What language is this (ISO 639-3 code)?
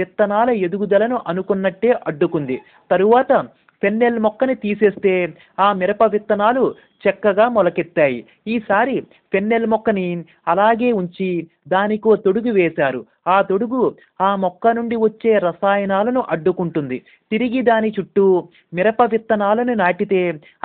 tel